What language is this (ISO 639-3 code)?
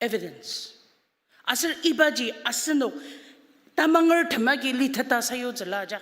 njo